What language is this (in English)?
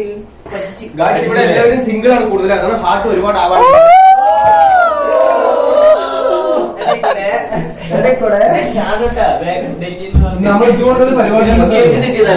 Malayalam